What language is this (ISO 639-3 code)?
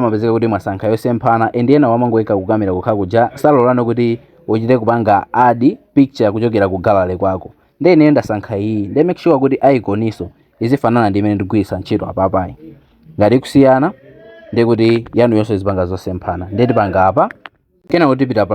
nya